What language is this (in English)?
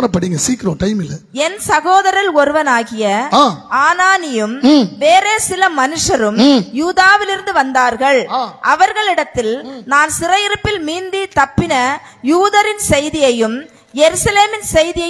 Tamil